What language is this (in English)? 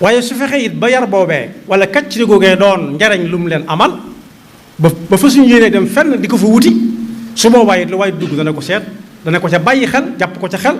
Wolof